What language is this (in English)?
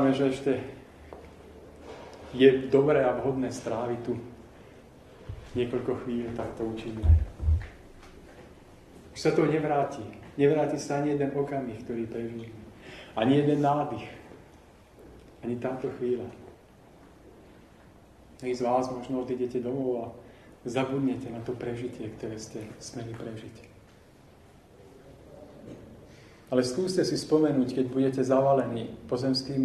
Slovak